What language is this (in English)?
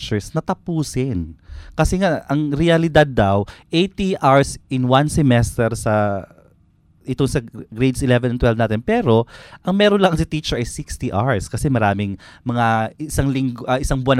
Filipino